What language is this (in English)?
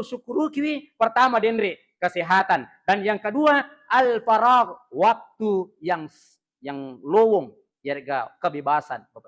Buginese